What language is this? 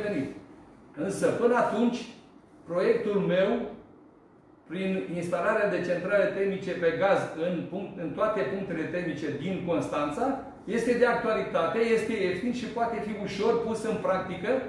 Romanian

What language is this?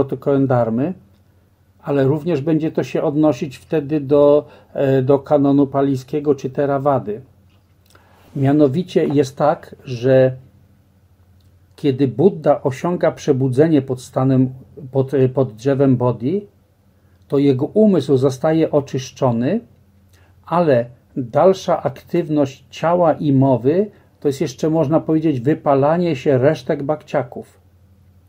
Polish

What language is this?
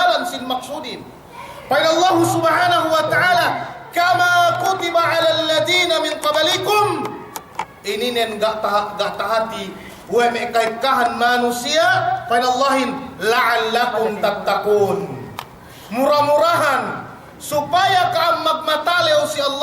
Yakan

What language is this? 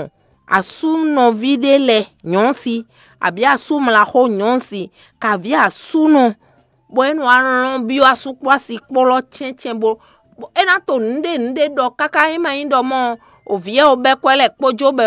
Fon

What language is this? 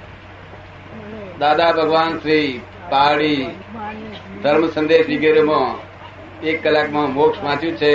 Gujarati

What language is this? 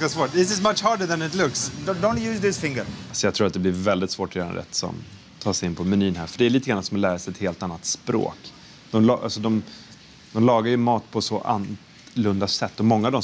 Swedish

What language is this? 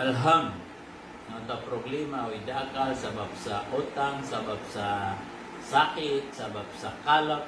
Maranao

